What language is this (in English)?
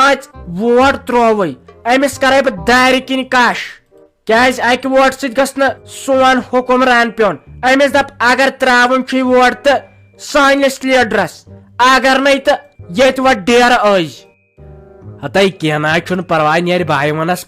Kashmiri